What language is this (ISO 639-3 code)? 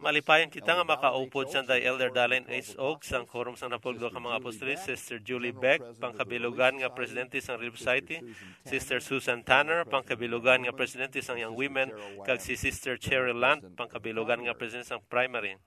hil